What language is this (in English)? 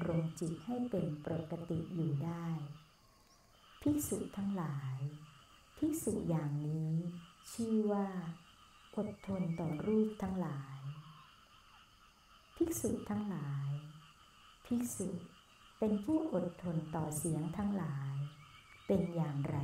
Thai